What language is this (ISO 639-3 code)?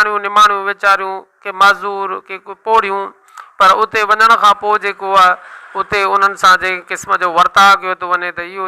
snd